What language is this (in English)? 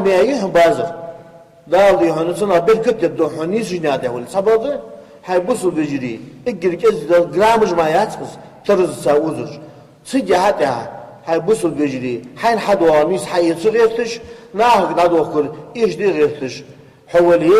Ingush